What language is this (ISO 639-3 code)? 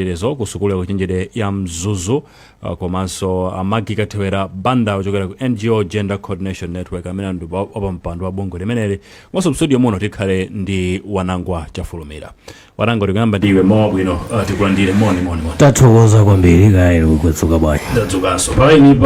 nya